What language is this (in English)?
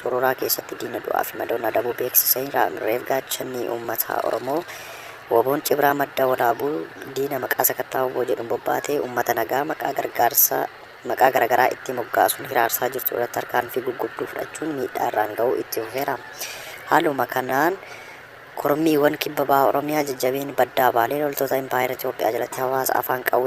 Oromo